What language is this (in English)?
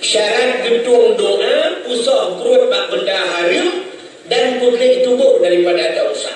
Achinese